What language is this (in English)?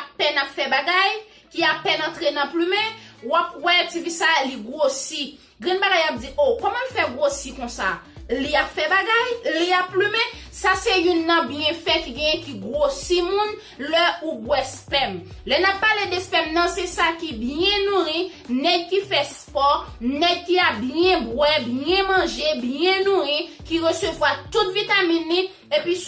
Haitian Creole